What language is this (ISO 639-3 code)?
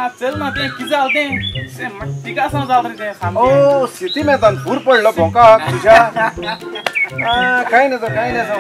kok